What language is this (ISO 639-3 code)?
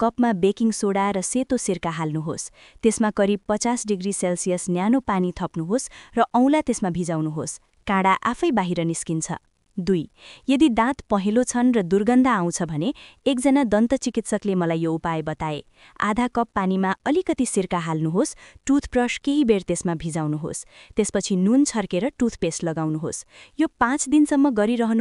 nep